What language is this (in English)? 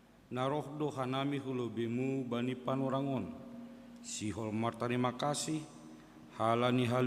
Batak Simalungun